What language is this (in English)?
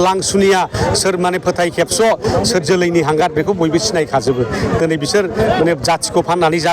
Bodo